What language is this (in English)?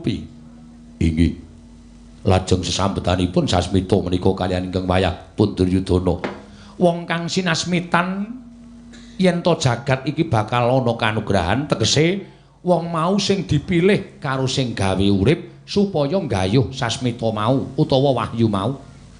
Javanese